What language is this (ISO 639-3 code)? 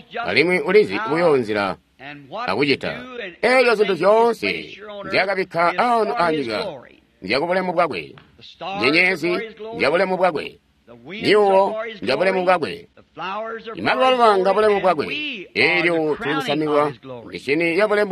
toi